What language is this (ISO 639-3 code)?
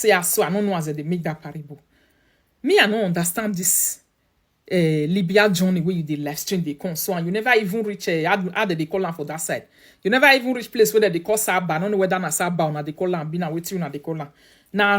pcm